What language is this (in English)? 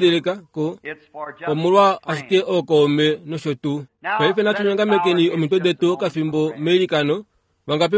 Kuanyama